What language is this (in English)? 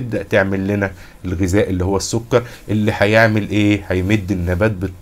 Egyptian Arabic